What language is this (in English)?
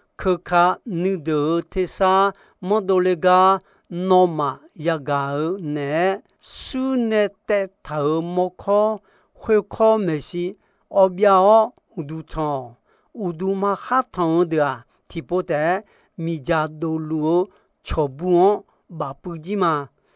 Akha